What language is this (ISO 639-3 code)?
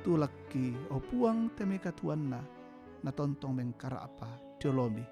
sda